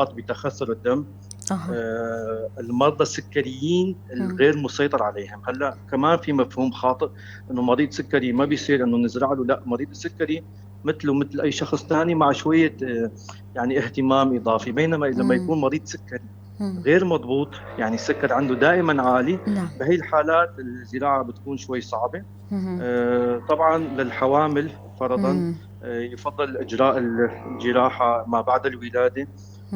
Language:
North Levantine Arabic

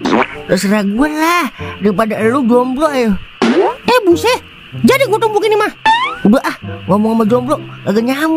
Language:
Betawi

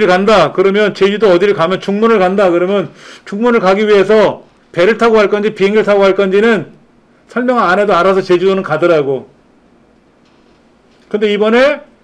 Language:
Korean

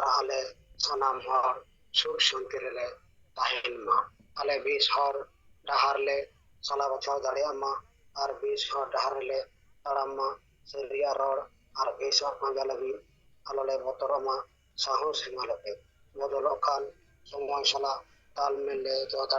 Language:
Santali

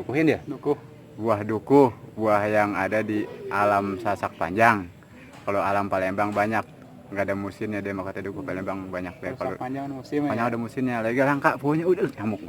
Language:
Betawi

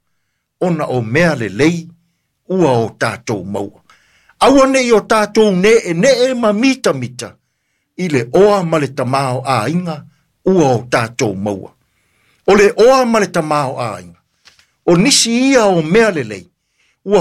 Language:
Samoan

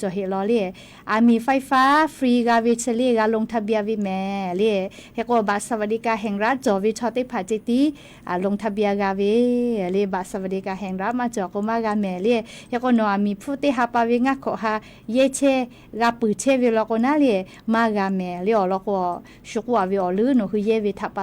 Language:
Lahu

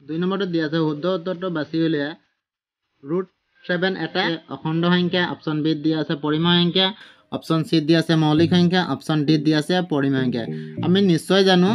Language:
Assamese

